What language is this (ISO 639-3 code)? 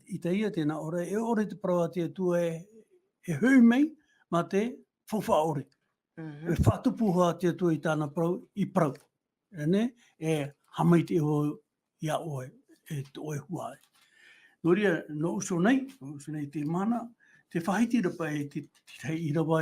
tah